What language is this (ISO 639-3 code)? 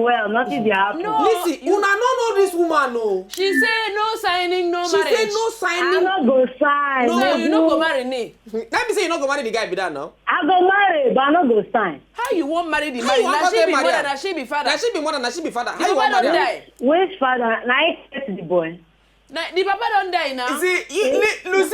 pcm